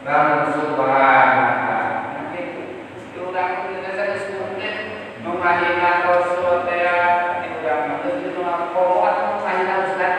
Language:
Sundanese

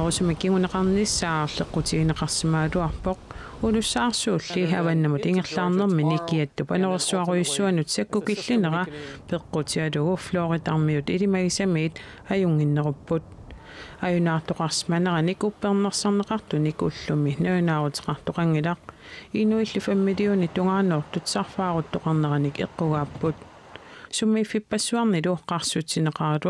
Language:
Kalaallisut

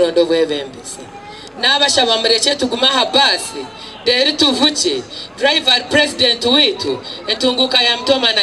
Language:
Nyankole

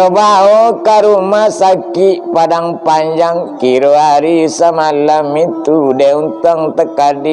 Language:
Minangkabau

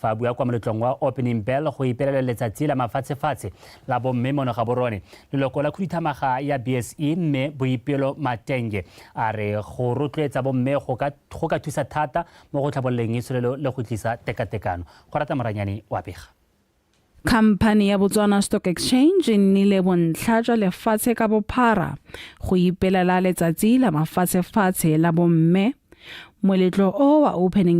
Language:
Tswana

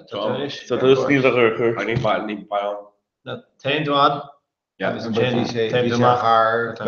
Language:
Irish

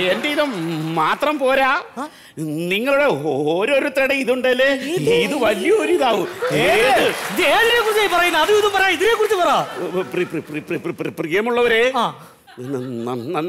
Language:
Malayalam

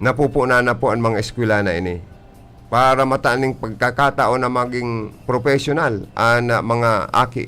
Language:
Bikol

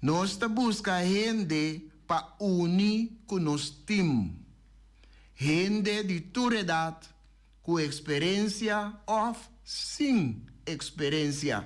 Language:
Papiamento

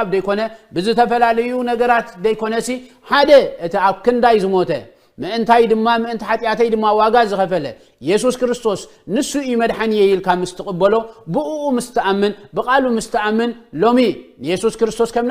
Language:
Tigrinya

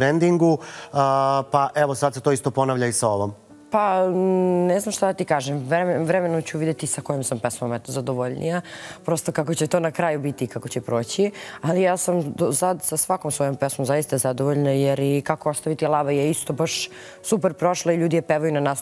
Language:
Serbian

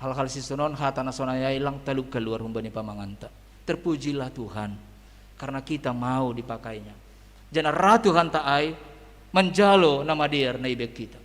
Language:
Batak Simalungun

